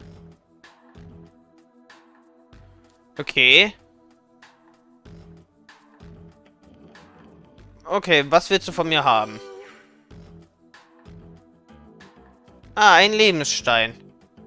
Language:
German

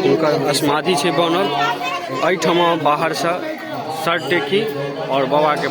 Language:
Maithili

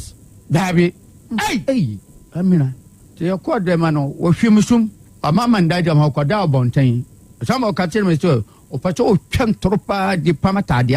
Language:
Akan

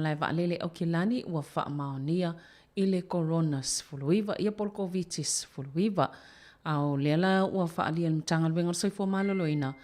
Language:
Samoan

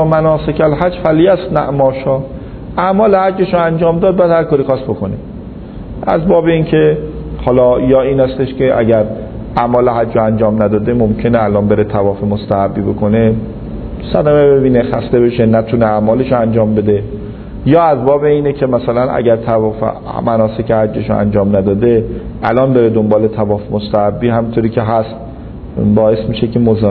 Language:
Persian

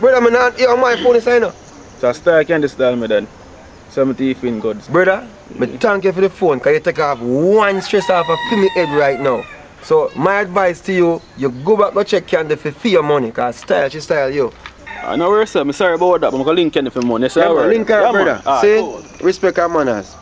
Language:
Jamaican Creole English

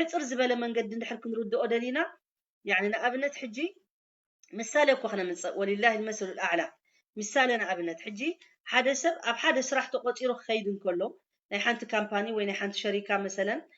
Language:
Tigrinya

